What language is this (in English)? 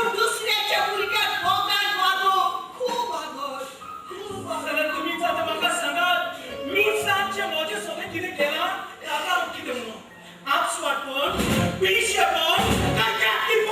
Konkani